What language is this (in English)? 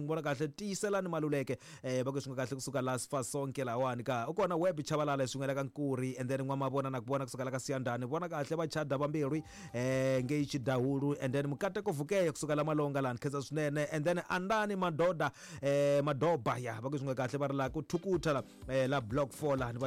Tsonga